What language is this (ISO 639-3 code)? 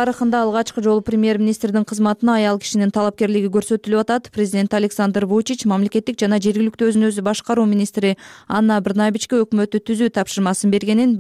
kir